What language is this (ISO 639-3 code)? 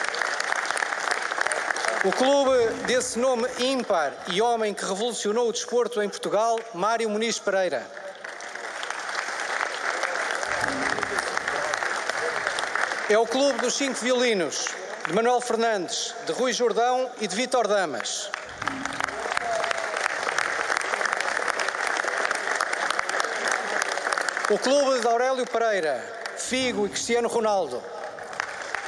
por